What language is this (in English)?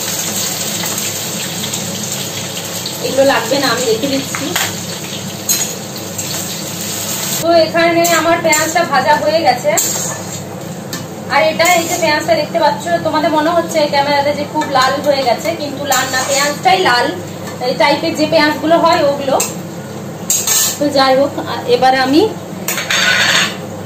Bangla